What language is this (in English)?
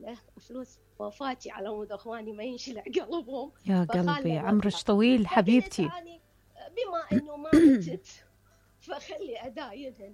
Mesopotamian Arabic